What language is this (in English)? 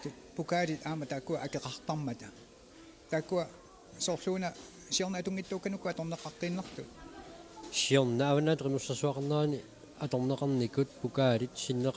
Kalaallisut